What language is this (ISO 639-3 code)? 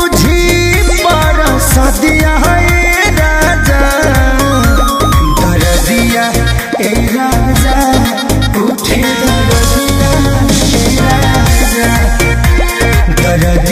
bho